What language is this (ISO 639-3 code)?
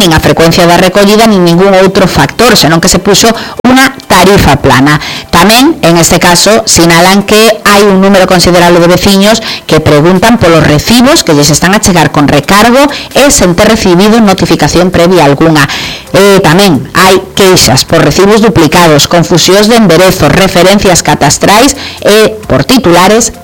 glg